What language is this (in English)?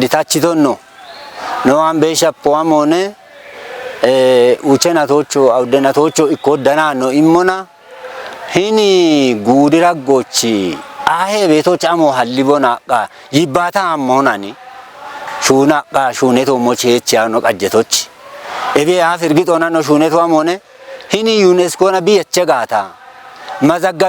Kafa